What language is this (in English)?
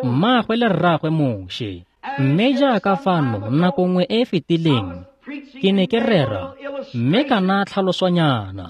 Tswana